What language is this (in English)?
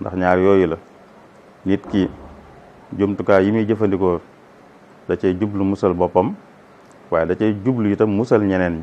Wolof